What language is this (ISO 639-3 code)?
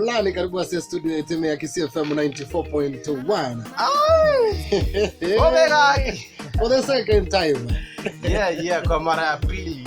guz